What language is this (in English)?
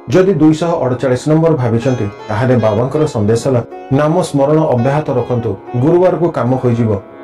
Odia